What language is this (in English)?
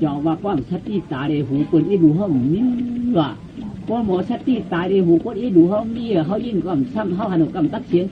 Shan